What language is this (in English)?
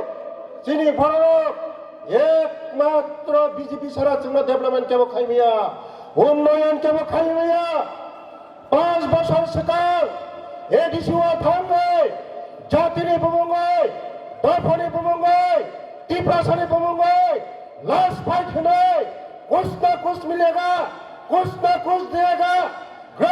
Kok Borok